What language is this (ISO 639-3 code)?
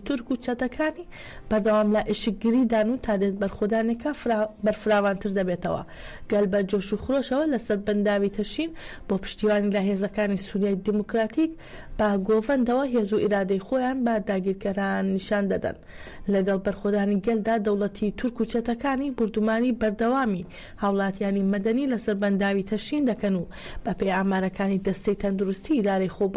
ckb